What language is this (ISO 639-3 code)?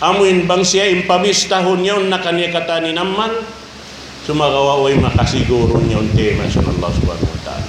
tsg